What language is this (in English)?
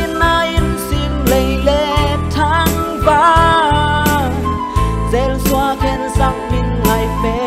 Tedim Chin